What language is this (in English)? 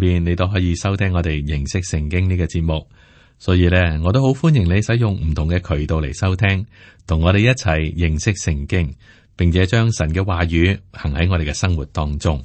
Cantonese